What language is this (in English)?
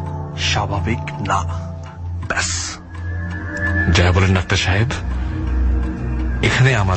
Bangla